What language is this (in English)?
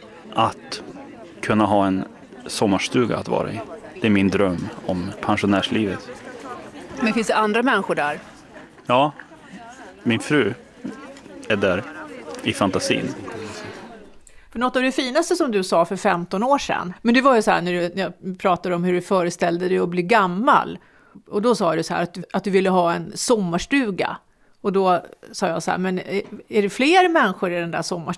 Swedish